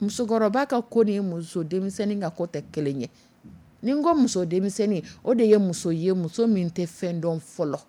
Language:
Dyula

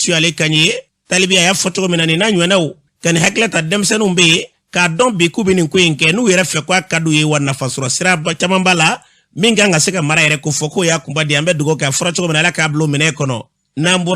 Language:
Bambara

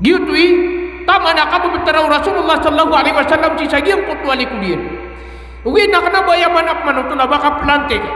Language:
Maranao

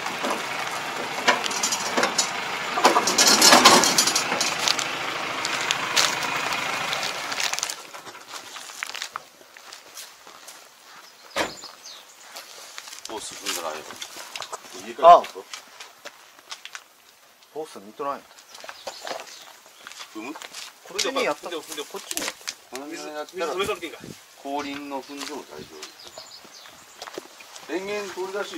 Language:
Japanese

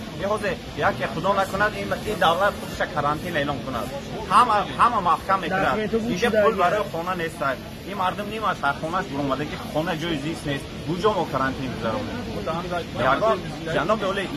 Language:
Tajik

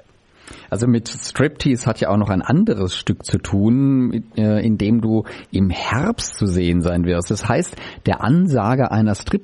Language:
German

